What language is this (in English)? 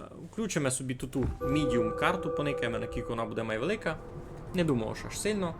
Rusyn